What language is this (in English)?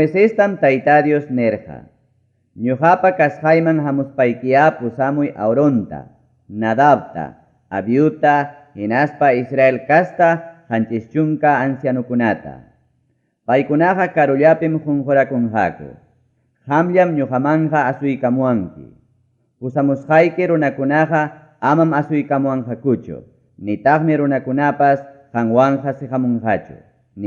Ayacucho Quechua